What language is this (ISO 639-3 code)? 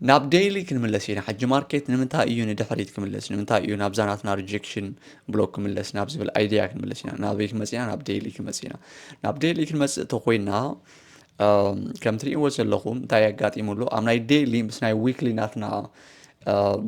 tir